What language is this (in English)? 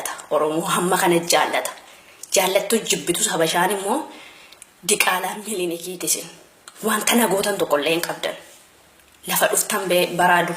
Oromo